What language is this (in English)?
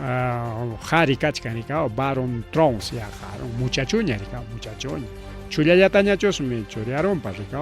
Ayacucho Quechua